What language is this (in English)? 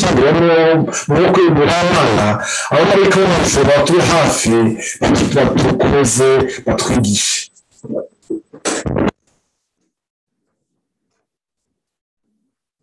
Kinyarwanda